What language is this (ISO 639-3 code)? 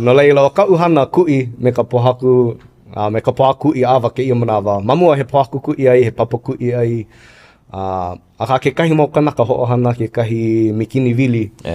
haw